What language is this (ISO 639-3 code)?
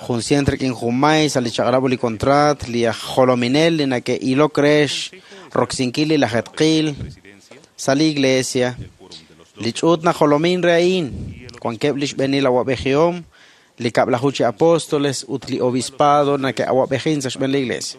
kek